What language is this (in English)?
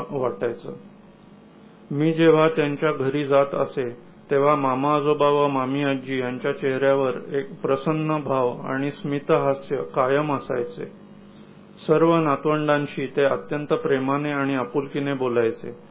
Marathi